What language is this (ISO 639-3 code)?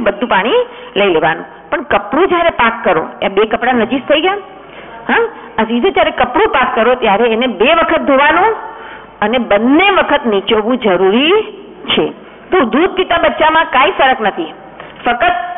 guj